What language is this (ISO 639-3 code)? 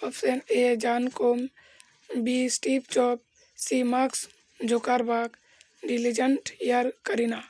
sat